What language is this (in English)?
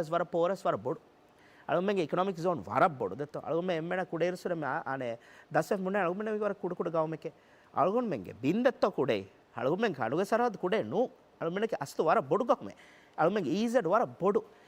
Divehi